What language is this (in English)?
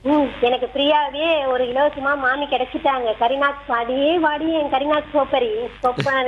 Tamil